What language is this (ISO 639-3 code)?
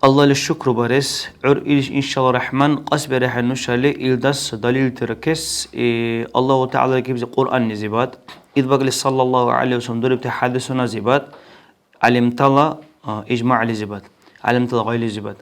dar